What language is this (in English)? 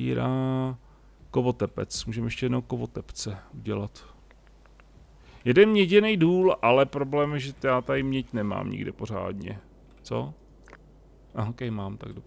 Czech